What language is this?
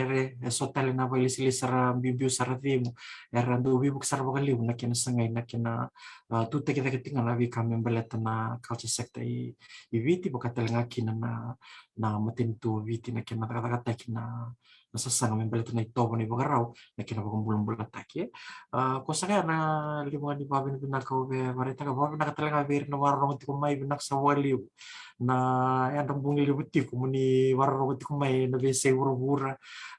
Fijian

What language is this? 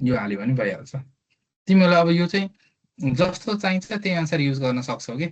Nepali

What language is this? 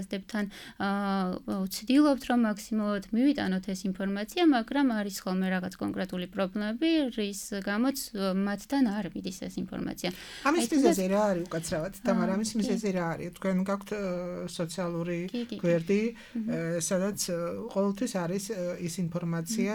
Georgian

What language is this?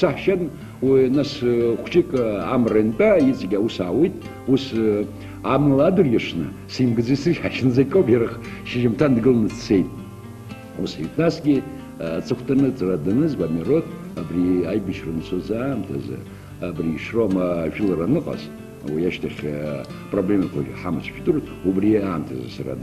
Abkhazian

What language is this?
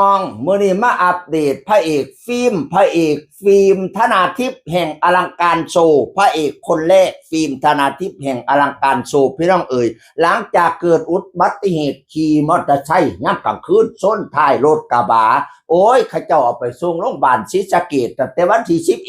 Northeastern Thai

